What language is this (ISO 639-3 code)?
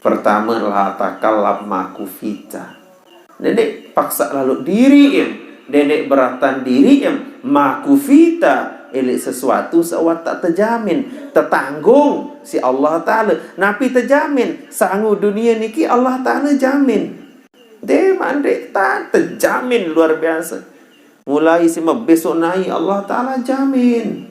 sas